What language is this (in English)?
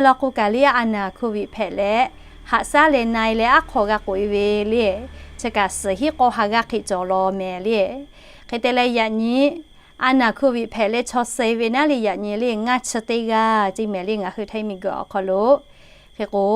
Lahu